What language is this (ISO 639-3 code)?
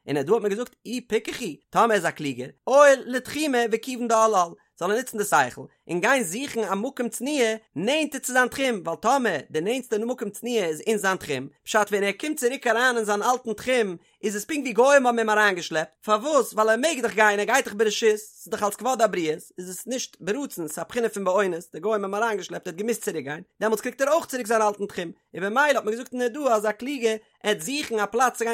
yid